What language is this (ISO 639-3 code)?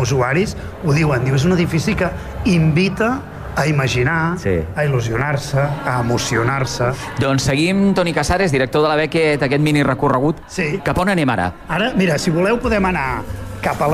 cat